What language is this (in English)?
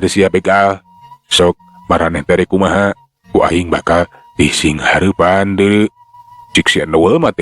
Sundanese